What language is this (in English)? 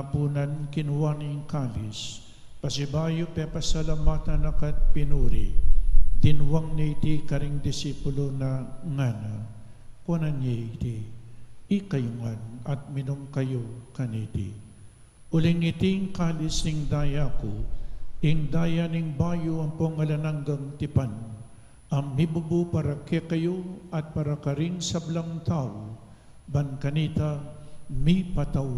Pampanga